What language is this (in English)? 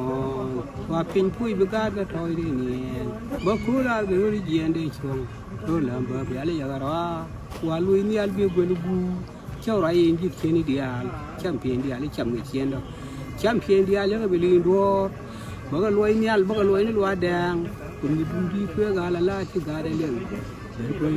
Nuer